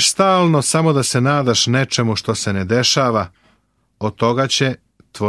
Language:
Serbian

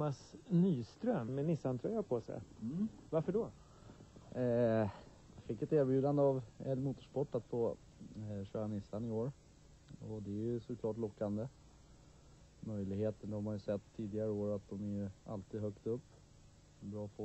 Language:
Swedish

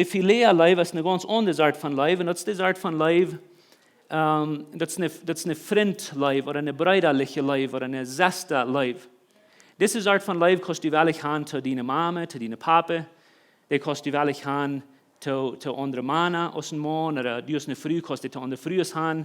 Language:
Plautdietsch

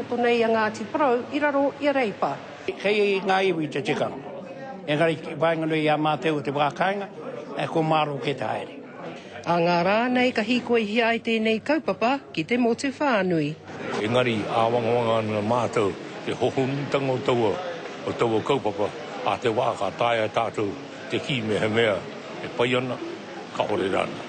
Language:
Māori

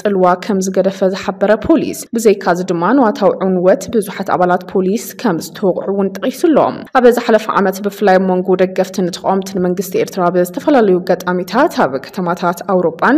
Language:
Tigrinya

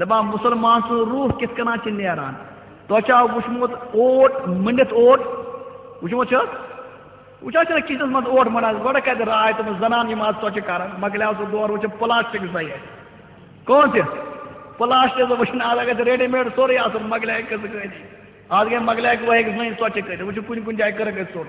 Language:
Kashmiri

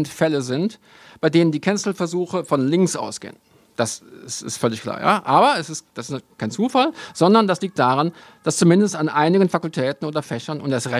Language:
German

